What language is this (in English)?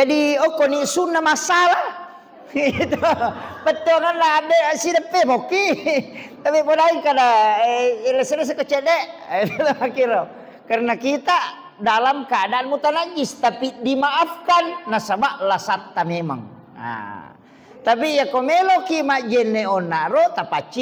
Buginese